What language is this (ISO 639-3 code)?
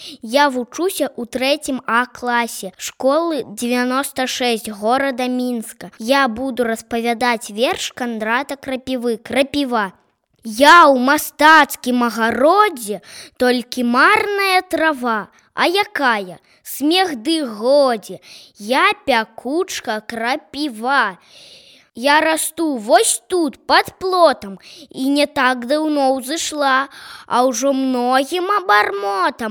bel